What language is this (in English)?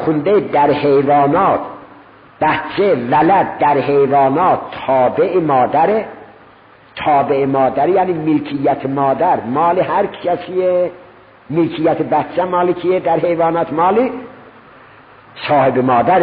Persian